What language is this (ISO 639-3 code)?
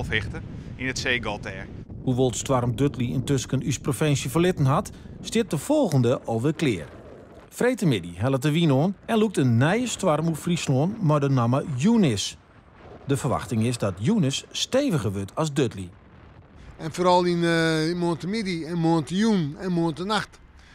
fry